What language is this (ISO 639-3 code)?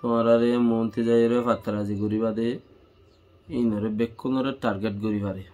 rhg